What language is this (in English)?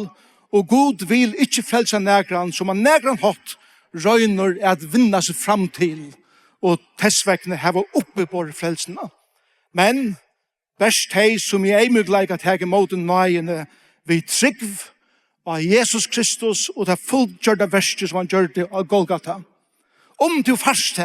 Faroese